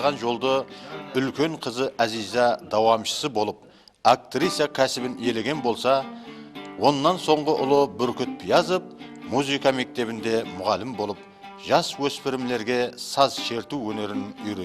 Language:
Kara-Kalpak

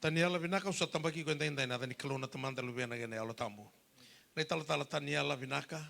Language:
Fijian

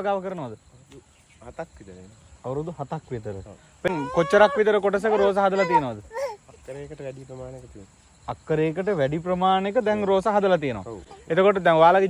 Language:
Sinhala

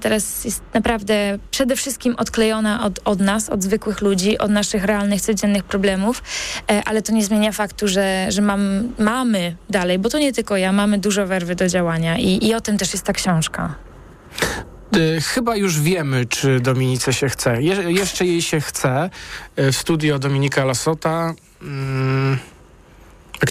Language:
Polish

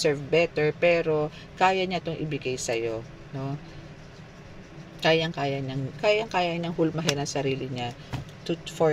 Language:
Filipino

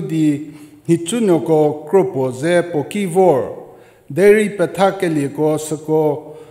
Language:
Angami Naga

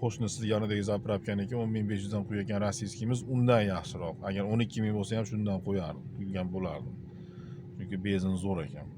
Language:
Uzbek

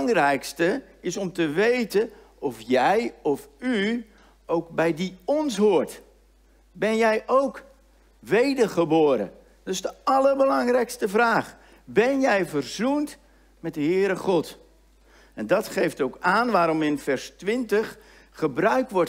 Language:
Dutch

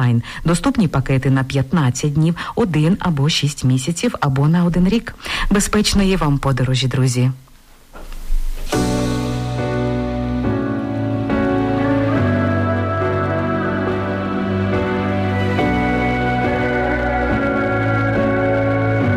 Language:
Ukrainian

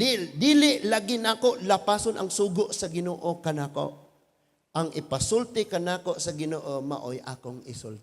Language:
Cebuano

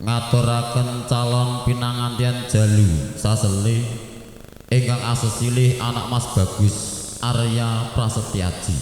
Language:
Javanese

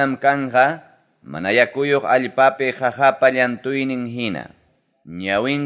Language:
Ayacucho Quechua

